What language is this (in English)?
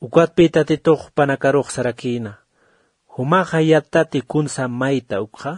Aymara